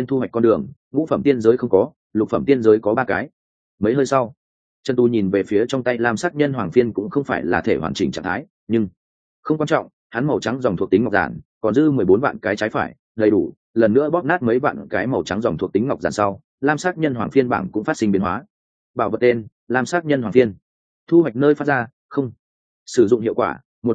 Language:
Vietnamese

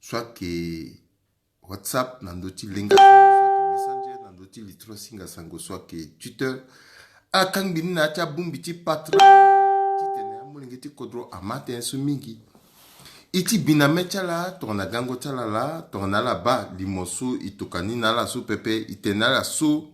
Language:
Sango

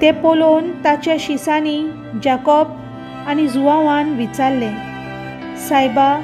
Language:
Konkani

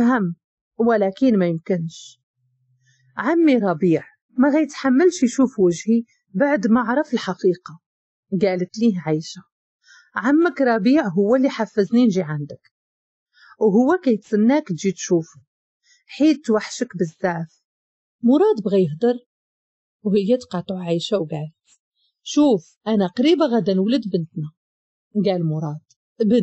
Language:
Moroccan Arabic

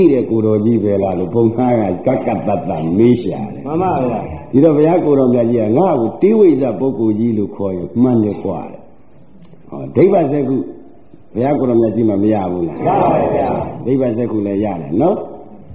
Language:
Burmese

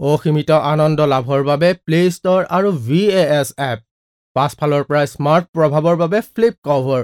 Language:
Assamese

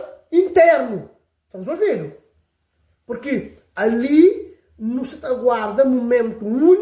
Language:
Kabuverdianu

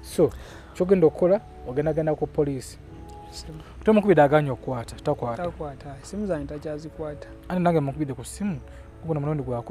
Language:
Ganda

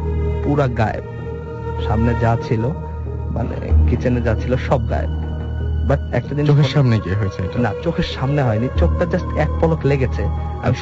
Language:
Bangla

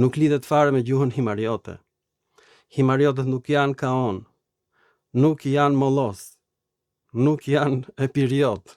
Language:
Albanian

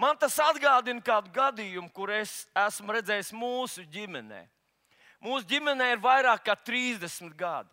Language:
Latvian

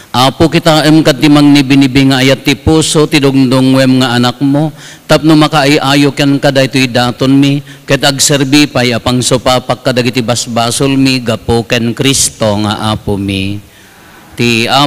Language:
Iloko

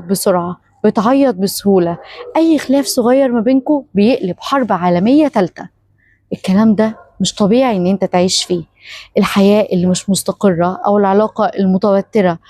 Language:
Egyptian Arabic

